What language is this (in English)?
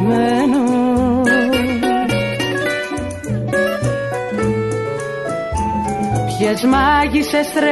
Greek